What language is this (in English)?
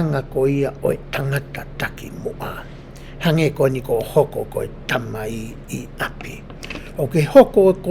Tongan